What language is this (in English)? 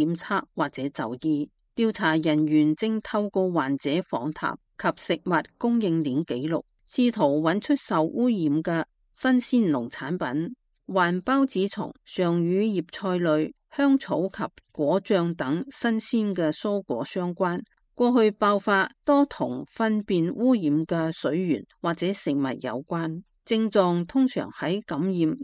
Cantonese